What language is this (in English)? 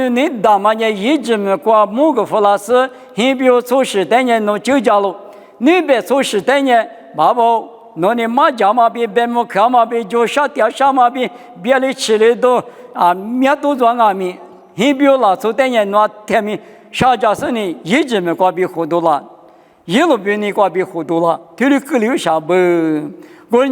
Lisu